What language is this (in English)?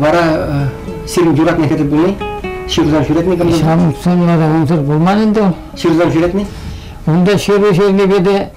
Chuvash